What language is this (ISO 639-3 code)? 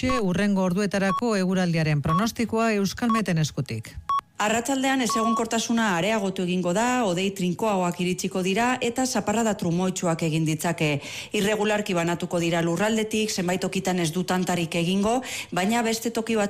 eus